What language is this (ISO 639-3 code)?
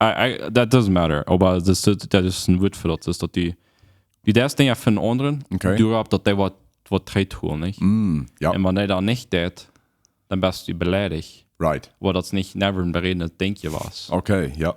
pdt